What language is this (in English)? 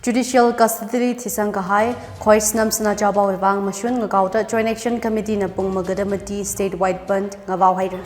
Tangkhul Naga (India)